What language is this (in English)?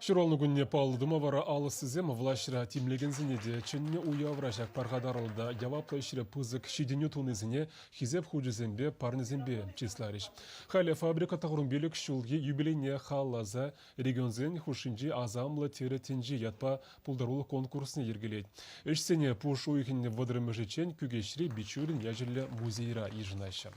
Chuvash